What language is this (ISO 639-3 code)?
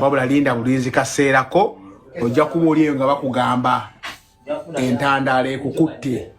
lug